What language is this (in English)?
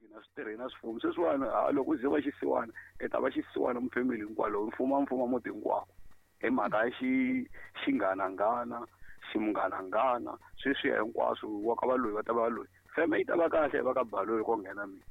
Tsonga